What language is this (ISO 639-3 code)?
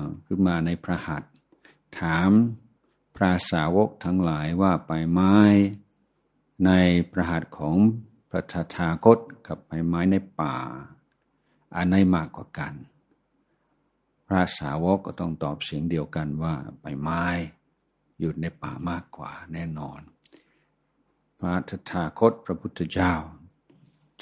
tha